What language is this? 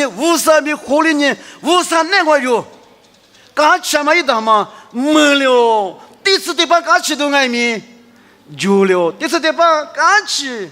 Lisu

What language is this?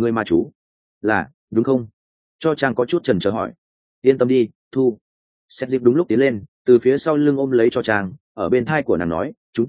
Vietnamese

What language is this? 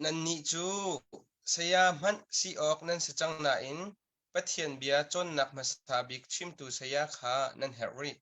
Hakha Chin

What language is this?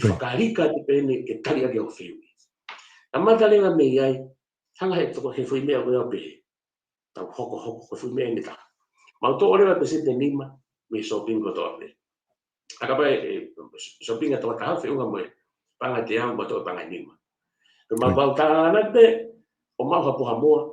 Tongan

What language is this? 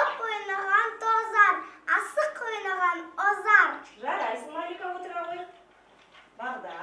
Kazakh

